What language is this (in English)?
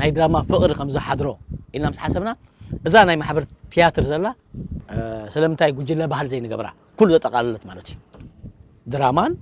Tigrinya